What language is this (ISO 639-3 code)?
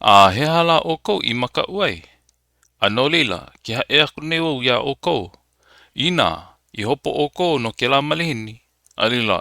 haw